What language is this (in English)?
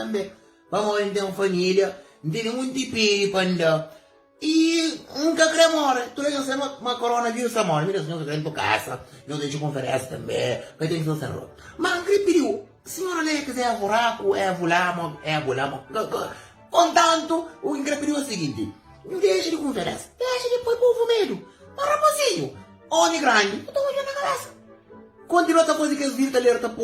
Kabuverdianu